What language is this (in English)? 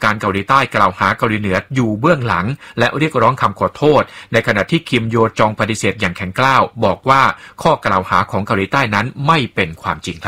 Thai